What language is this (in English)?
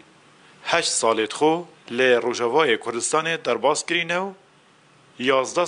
Kurdish